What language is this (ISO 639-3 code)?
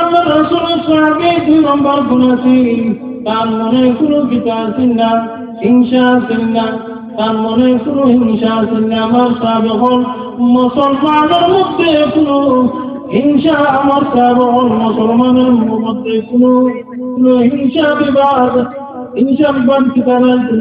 syl